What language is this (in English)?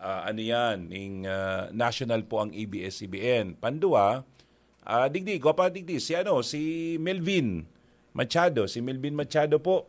Bikol